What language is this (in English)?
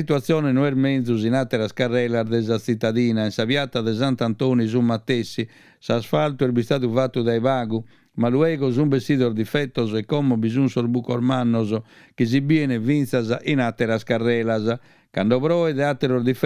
Sardinian